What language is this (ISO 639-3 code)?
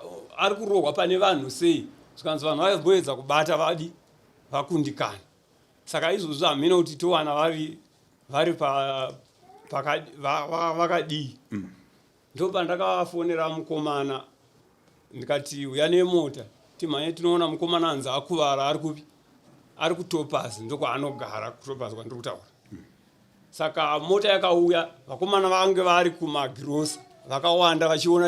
sna